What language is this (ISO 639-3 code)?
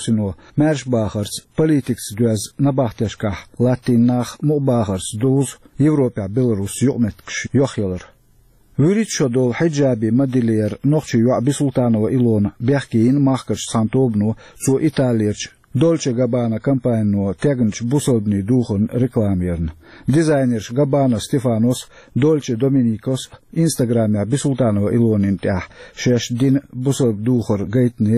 che